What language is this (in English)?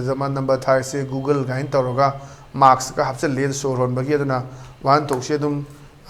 Manipuri